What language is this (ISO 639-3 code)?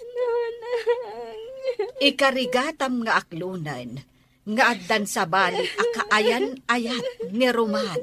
ilo